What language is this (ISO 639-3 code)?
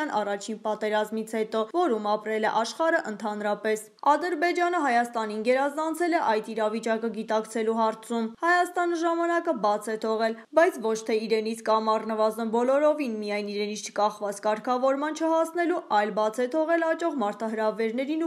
hye